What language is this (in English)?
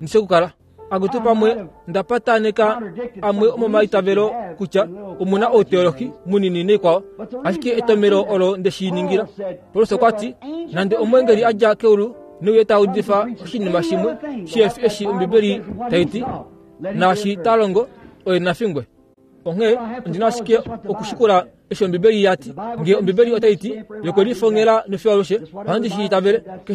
Kuanyama